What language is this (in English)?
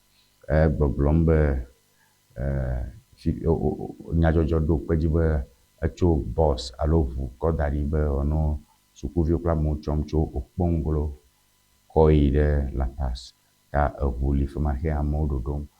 Ewe